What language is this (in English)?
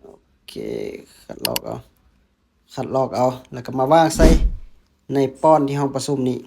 Lao